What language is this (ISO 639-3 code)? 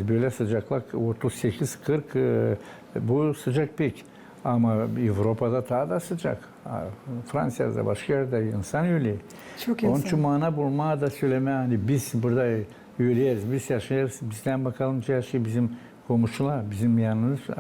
gag